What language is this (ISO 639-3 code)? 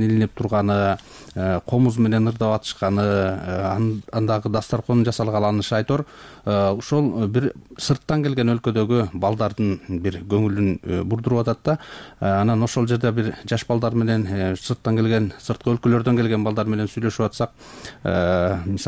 kir